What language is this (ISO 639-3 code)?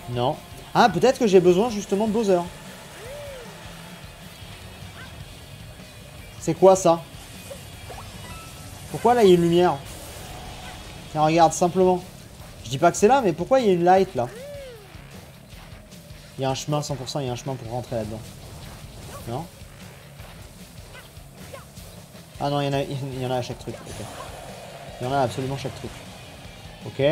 fra